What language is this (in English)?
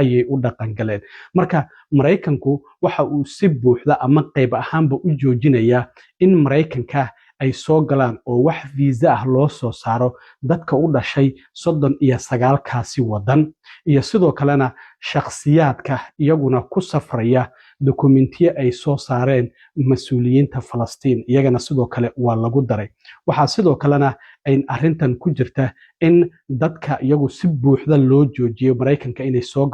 Somali